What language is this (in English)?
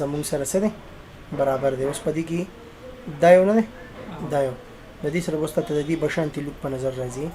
Pashto